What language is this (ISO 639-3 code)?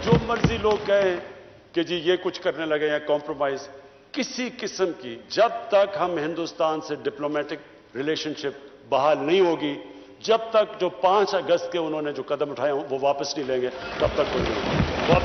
urd